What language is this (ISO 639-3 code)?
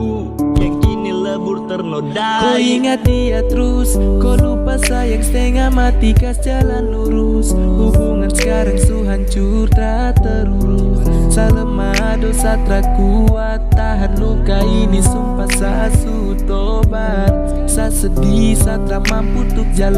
abs